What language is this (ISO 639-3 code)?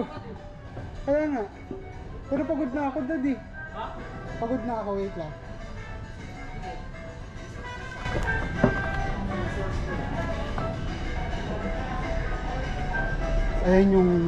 fil